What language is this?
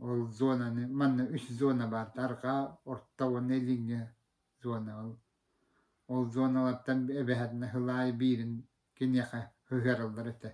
Yakut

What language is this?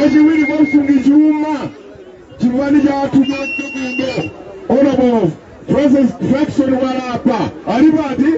Nyanja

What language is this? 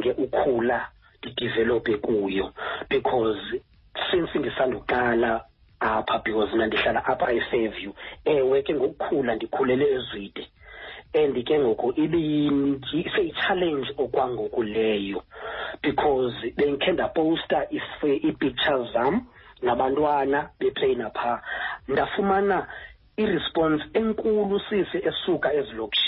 Xhosa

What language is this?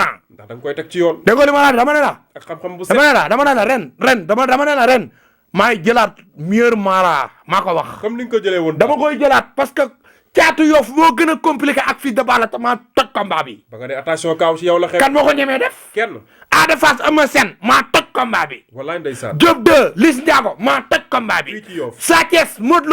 Wolof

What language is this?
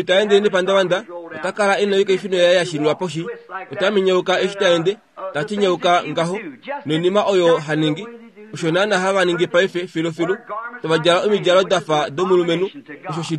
Kuanyama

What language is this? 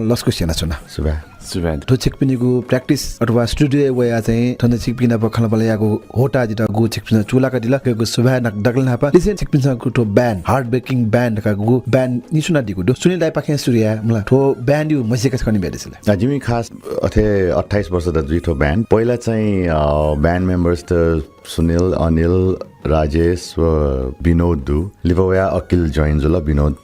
Newari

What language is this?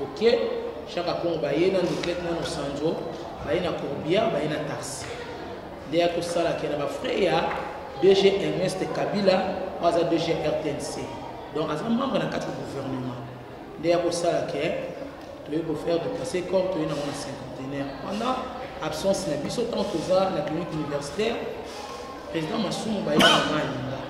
Lingala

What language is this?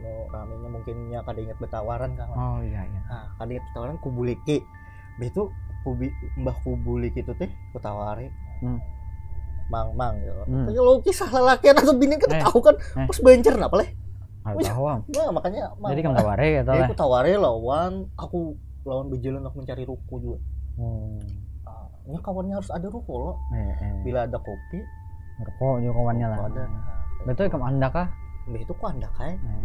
Banjar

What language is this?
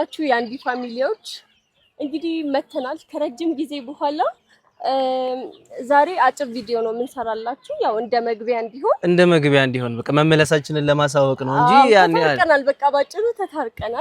Amharic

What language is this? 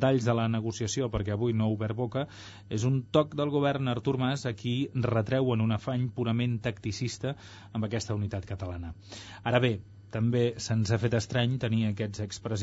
Catalan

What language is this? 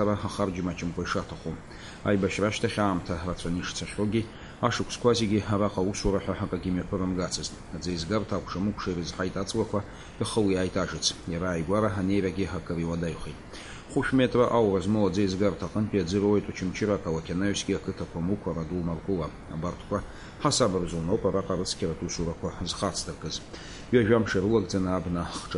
Abkhazian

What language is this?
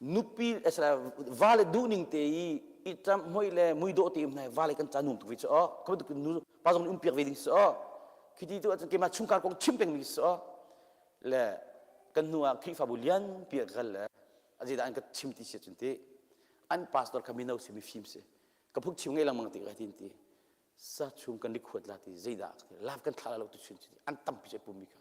Hakha Chin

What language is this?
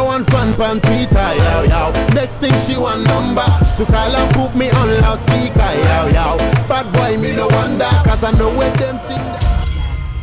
Dagbani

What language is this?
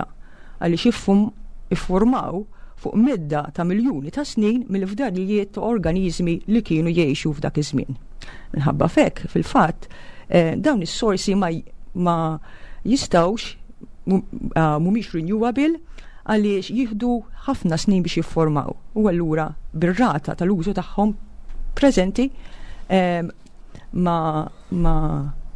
Maltese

